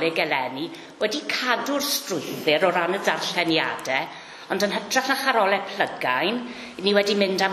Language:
Welsh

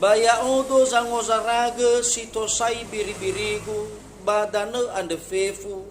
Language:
Nias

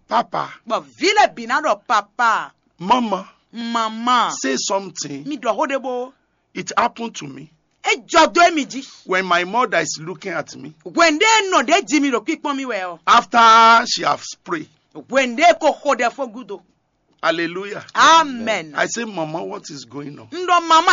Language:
Fon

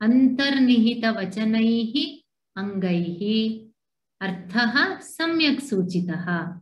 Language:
Sanskrit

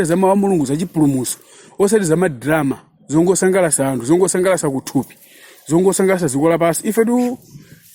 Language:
Nyanja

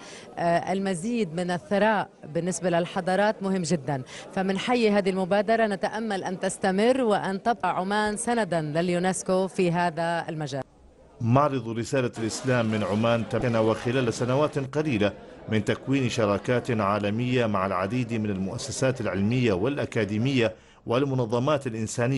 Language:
Arabic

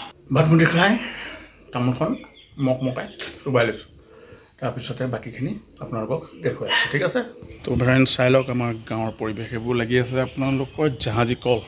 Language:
Assamese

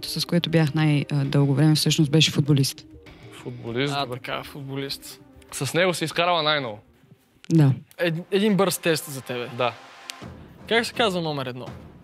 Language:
Bulgarian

